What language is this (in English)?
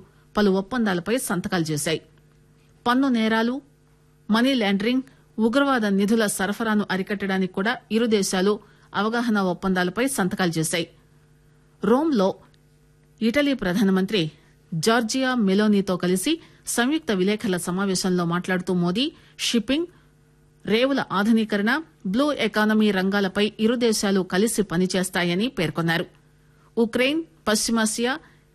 Telugu